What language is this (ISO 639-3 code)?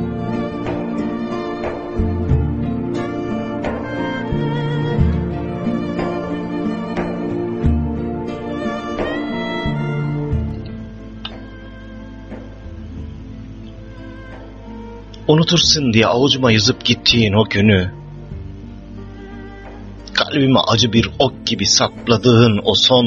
tur